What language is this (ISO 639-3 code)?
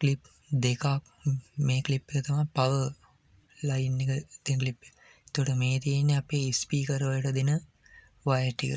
sin